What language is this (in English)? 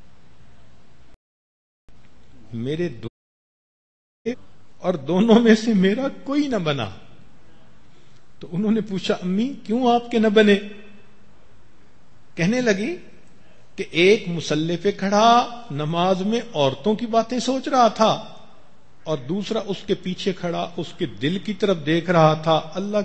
Urdu